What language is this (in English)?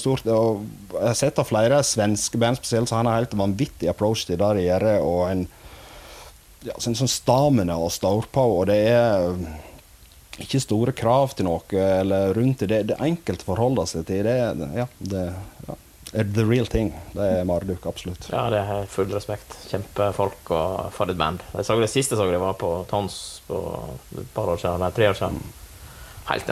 Norwegian